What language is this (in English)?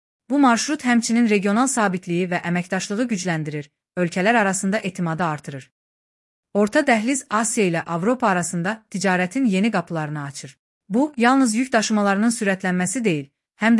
Azerbaijani